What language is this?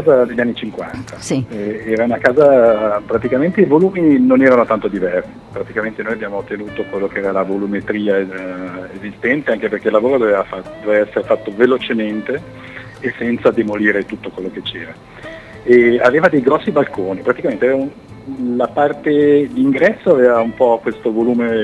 Italian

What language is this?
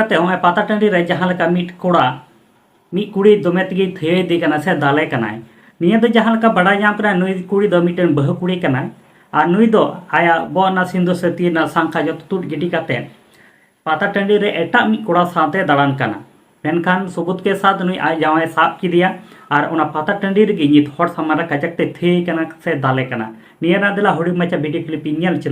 Santali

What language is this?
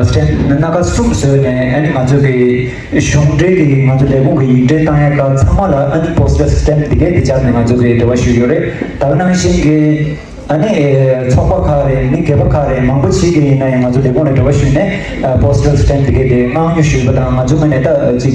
Tibetan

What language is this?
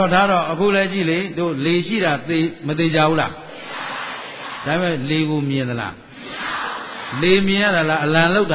Burmese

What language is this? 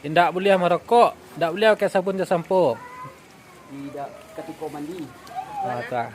Minangkabau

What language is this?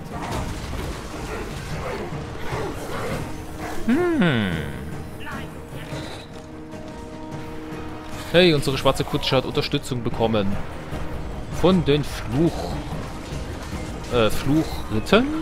German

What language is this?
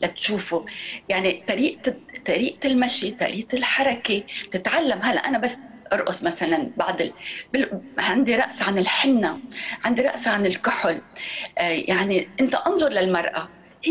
North Levantine Arabic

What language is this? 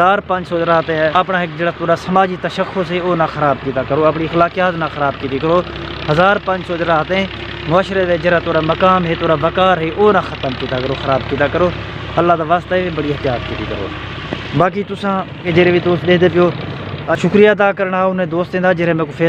Saraiki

